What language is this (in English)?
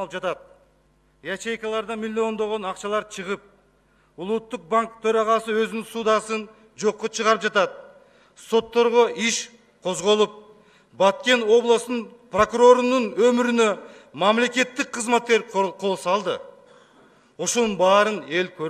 Kyrgyz